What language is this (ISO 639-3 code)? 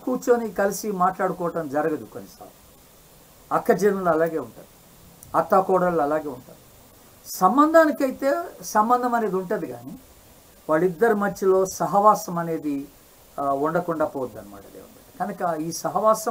tel